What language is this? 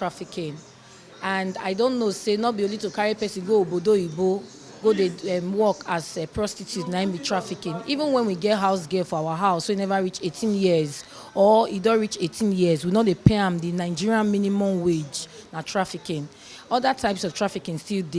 Nigerian Pidgin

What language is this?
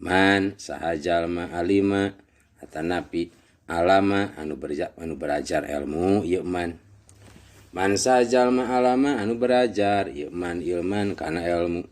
Sundanese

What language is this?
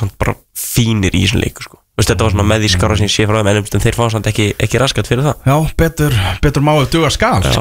Icelandic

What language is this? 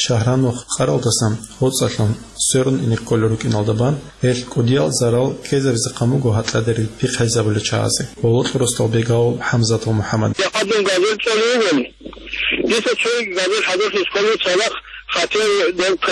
Avaric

